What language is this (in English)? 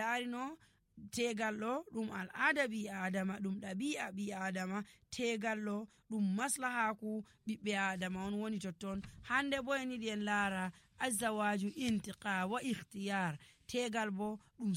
Nigerian Fulfulde